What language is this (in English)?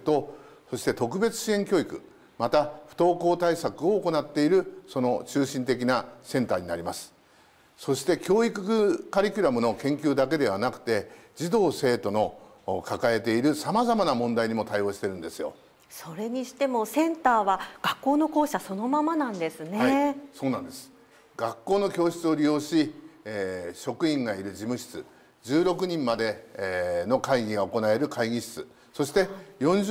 Japanese